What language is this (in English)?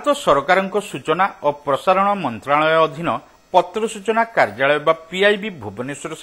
Odia